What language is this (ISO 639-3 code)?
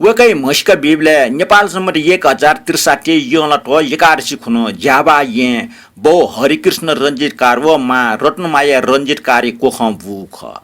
new